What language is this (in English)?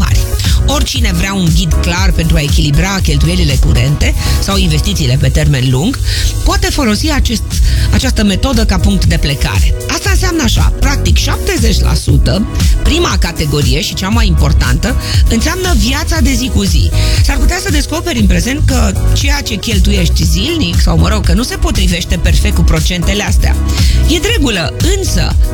Romanian